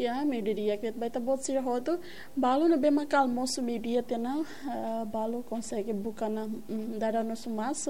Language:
Tetum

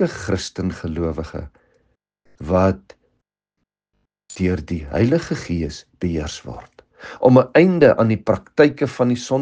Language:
Afrikaans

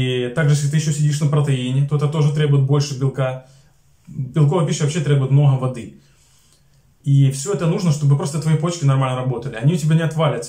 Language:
Russian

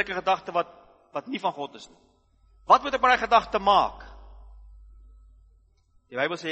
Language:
Afrikaans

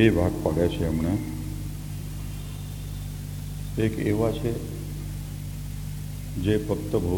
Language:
Gujarati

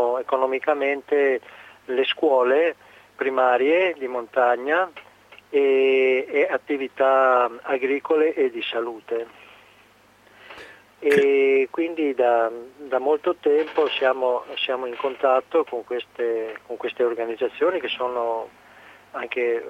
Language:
Italian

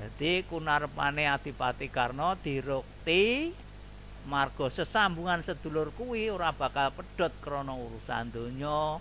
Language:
Javanese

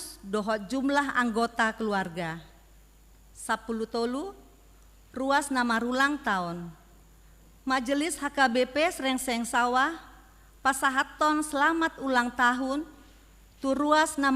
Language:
Batak Toba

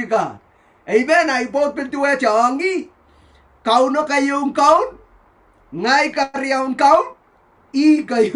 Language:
Pohnpeian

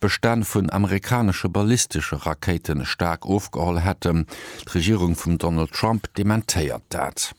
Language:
Luxembourgish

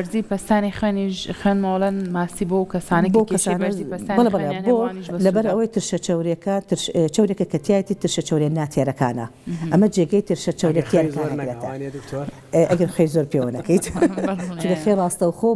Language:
Central Kurdish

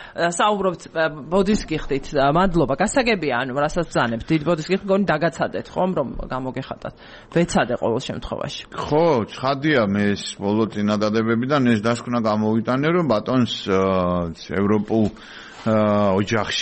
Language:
Georgian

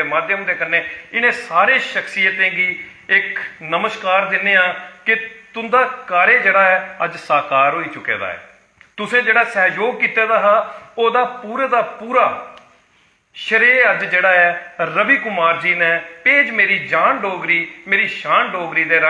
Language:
Dogri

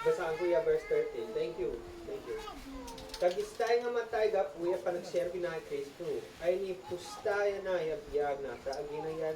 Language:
Isnag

